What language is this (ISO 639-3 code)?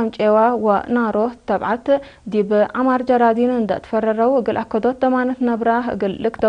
tig